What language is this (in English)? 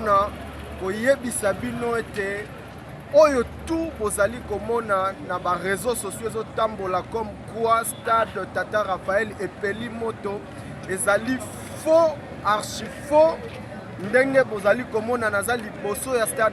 Lingala